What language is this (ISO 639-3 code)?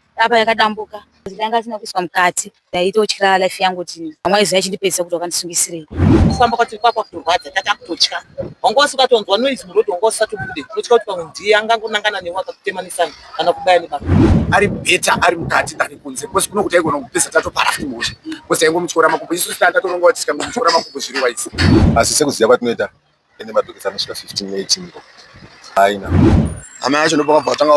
sna